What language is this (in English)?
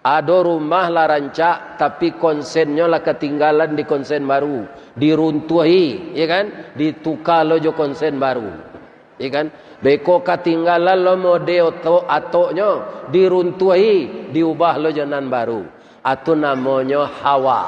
Minangkabau